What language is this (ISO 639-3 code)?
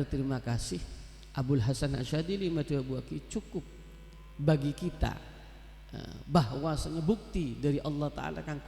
mad